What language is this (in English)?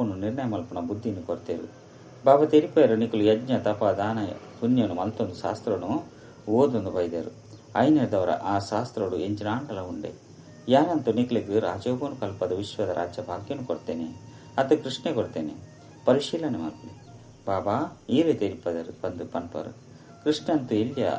Tulu